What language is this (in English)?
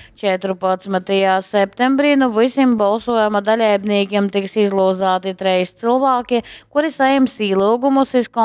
Latgalian